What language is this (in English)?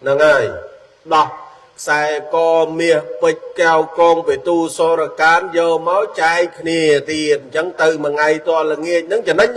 Khmer